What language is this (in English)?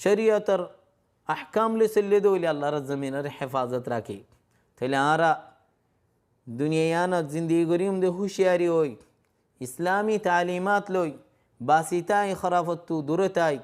Rohingya